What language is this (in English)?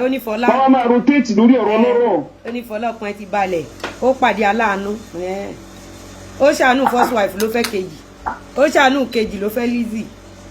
Yoruba